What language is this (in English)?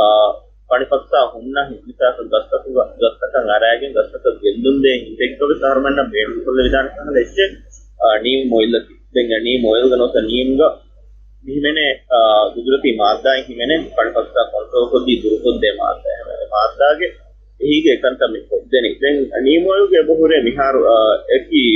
Divehi